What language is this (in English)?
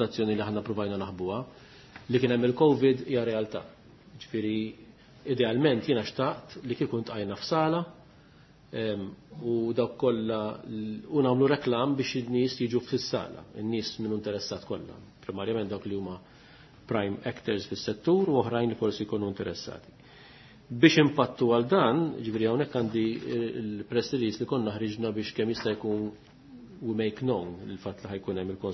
Maltese